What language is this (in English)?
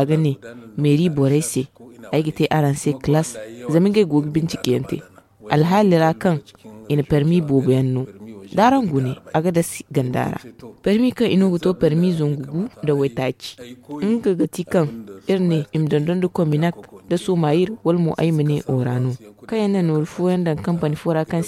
Zarma